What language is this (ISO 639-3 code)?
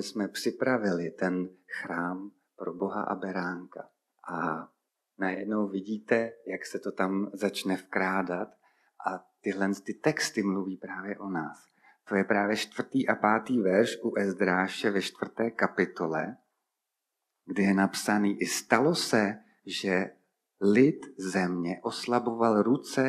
ces